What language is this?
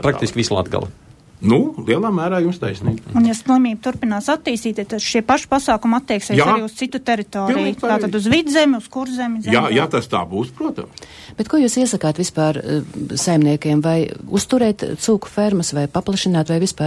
Latvian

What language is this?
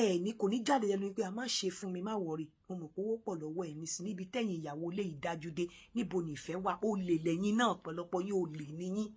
Yoruba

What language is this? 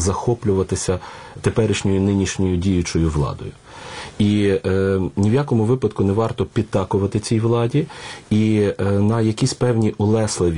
Ukrainian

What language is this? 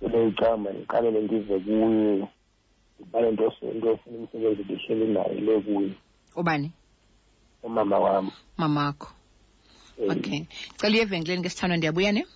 Xhosa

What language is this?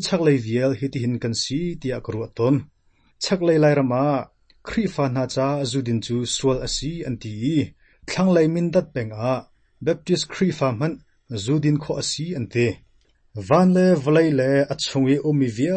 Hakha Chin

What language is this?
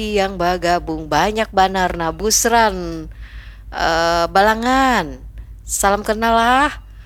Banjar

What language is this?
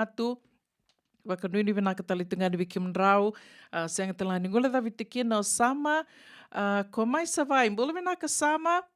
Fijian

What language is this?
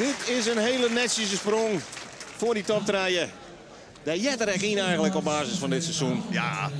Western Frisian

